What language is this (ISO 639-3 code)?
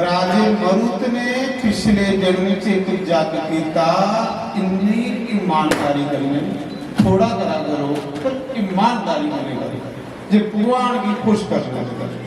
doi